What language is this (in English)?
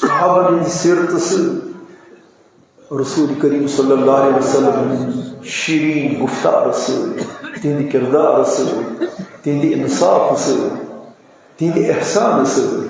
Kashmiri